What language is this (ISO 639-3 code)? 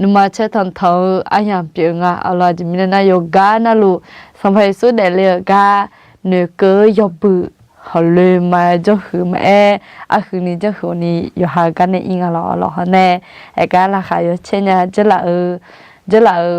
ahk